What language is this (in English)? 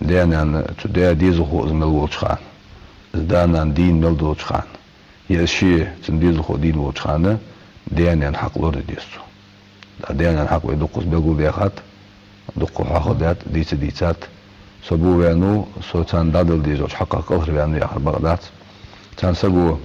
Ingush